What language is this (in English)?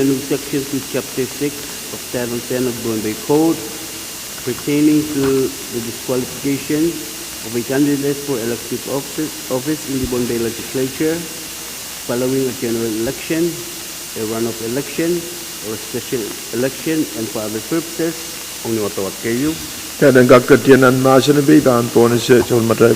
Pohnpeian